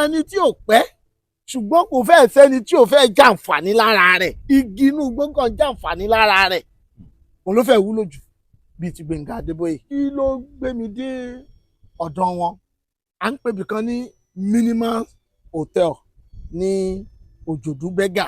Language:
Yoruba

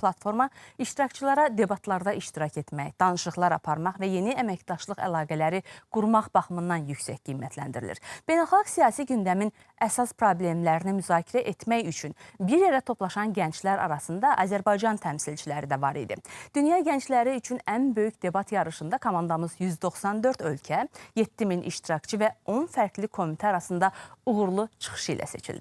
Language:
Azerbaijani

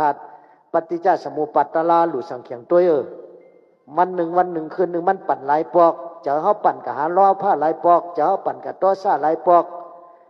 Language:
Shan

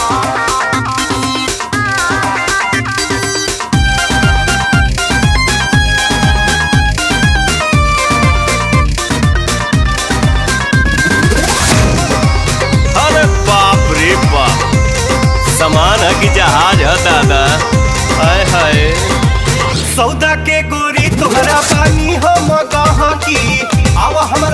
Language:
Bhojpuri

